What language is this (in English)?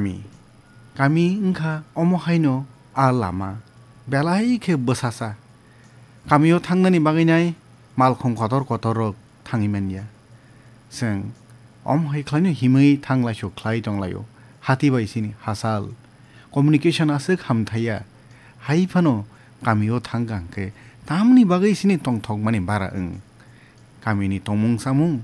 Kok Borok